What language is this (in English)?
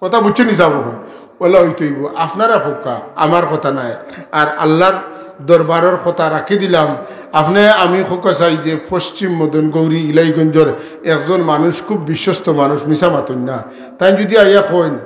Sylheti